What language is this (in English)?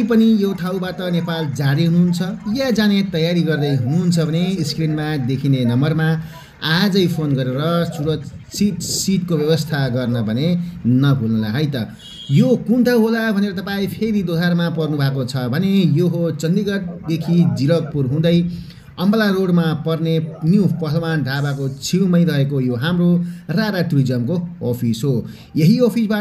Nepali